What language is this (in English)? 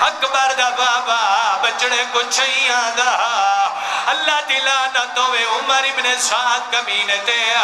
Saraiki